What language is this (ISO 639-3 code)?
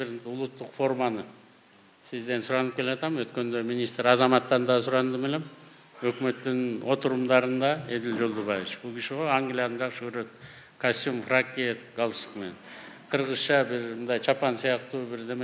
kir